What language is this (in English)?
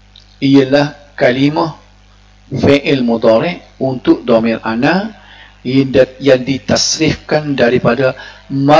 Malay